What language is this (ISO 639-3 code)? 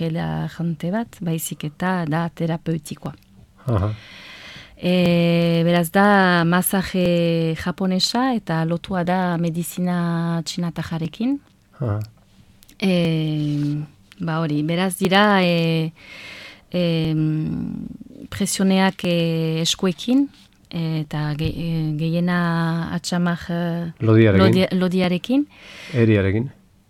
eus